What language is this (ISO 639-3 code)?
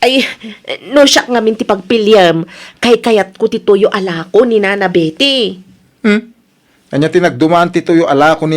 ilo